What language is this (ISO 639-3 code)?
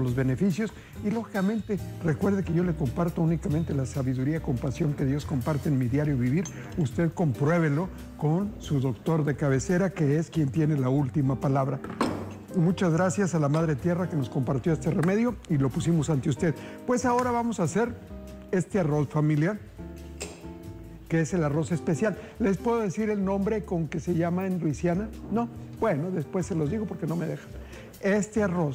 spa